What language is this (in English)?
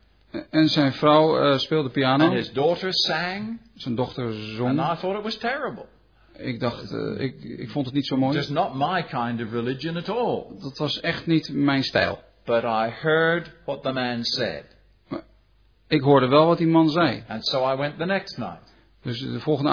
Dutch